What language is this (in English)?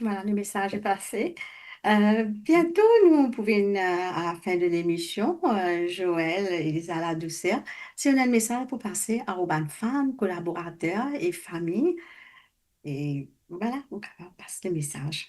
Morisyen